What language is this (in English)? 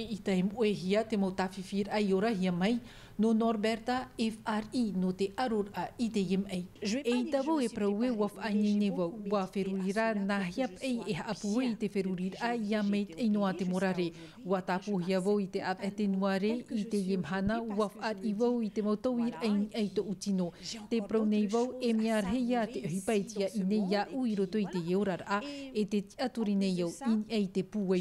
Tahitian